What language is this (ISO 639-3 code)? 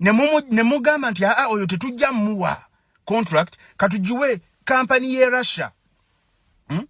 lug